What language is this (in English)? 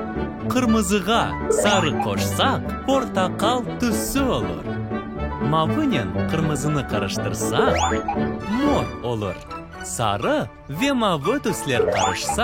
Crimean Tatar